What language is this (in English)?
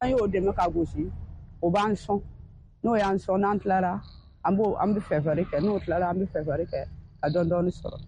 Bambara